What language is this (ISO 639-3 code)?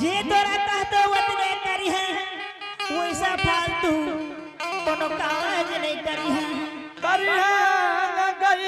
anp